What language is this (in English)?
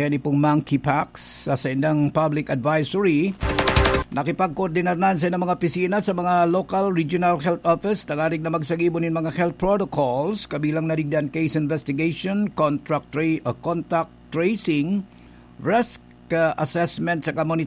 Bikol